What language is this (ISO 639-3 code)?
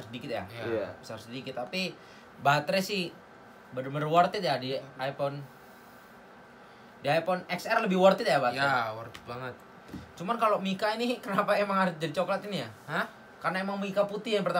ind